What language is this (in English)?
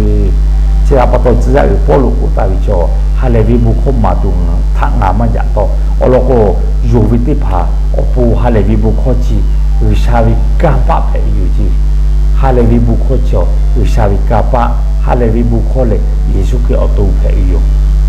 Lahu